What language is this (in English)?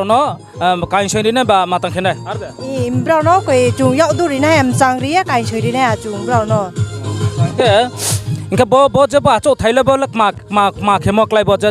Riang (India)